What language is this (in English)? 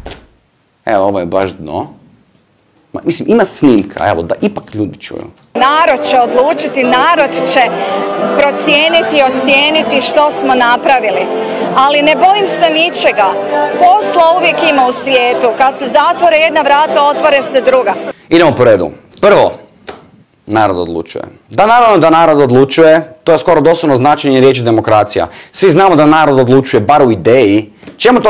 Croatian